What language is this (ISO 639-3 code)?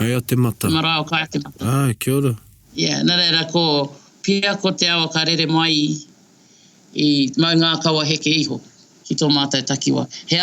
mri